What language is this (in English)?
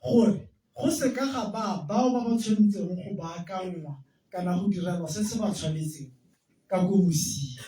Tswana